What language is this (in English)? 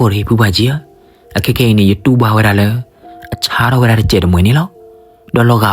S'gaw Karen